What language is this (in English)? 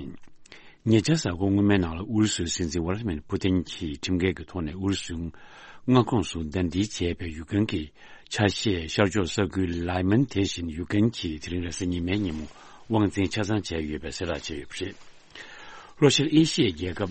Tibetan